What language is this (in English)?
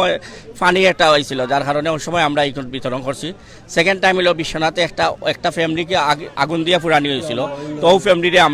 Sylheti